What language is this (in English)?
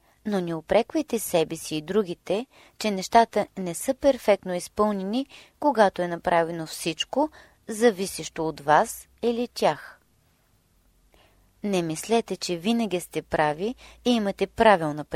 Bulgarian